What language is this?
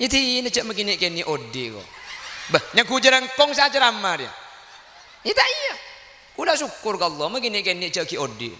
Madurese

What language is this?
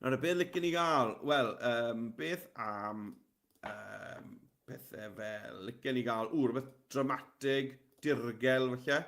Welsh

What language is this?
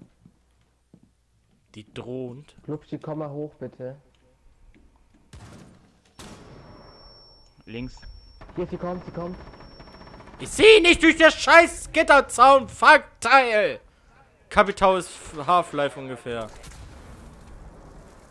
German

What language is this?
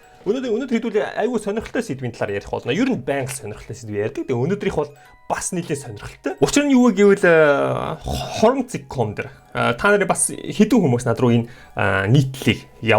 Mongolian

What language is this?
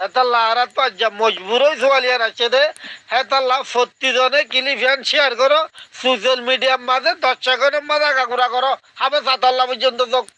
Rohingya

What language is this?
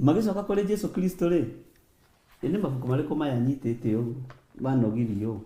Kikuyu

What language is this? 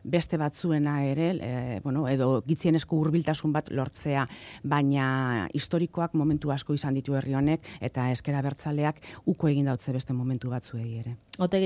Basque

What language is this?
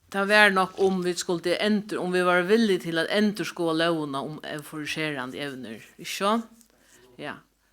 Faroese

